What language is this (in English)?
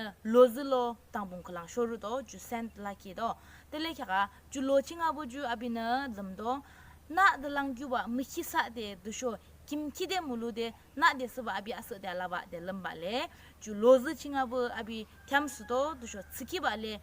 Yimchungru Naga